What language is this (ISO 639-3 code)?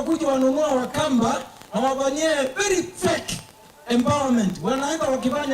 kam